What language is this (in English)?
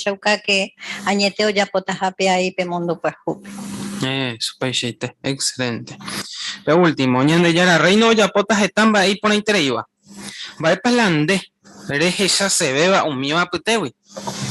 Guarani